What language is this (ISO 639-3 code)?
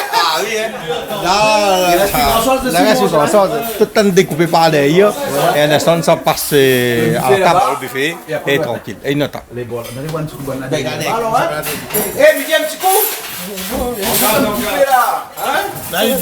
rcf